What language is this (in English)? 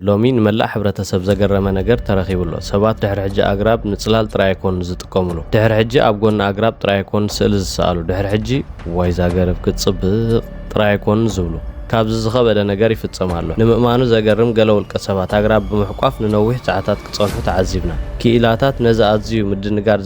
Tigrinya